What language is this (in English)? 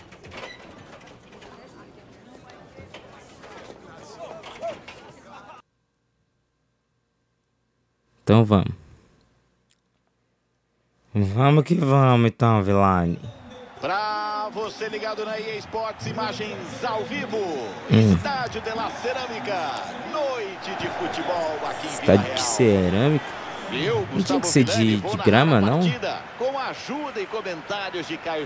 Portuguese